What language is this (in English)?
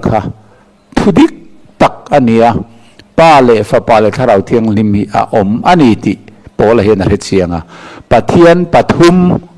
Mizo